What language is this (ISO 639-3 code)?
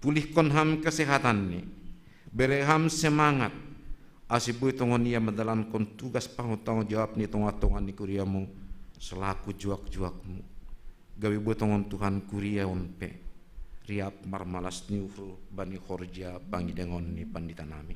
bts